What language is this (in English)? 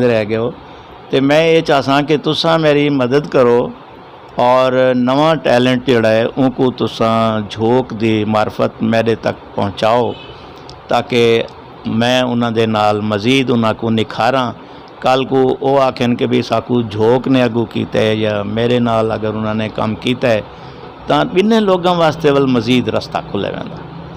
Saraiki